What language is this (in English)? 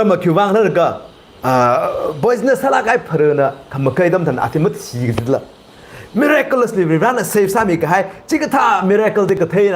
Tangkhul Naga (India)